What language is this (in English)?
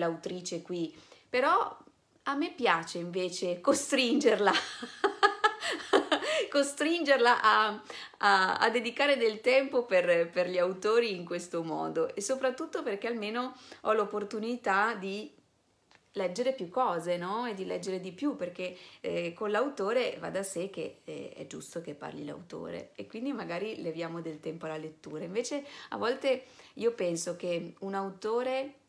Italian